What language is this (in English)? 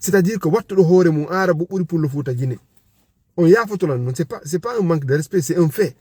Fula